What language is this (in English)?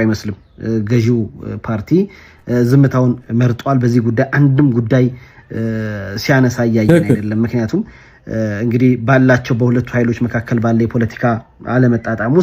Amharic